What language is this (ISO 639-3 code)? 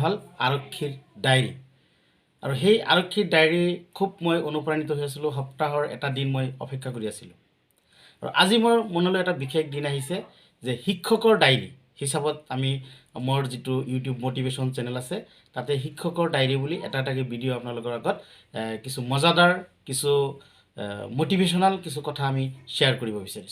asm